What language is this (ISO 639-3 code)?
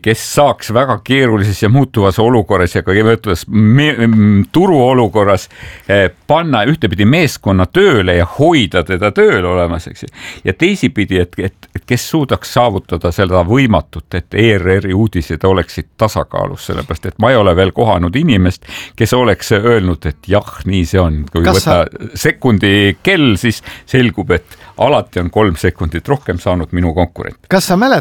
est